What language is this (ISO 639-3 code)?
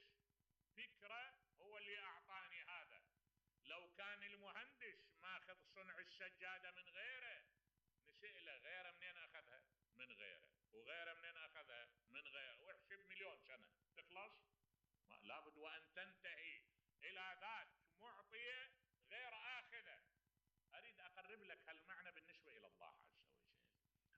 acm